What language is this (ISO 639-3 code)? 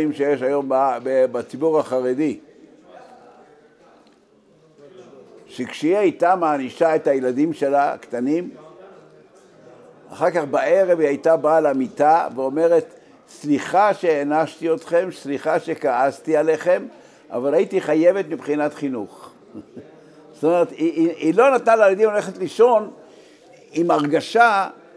heb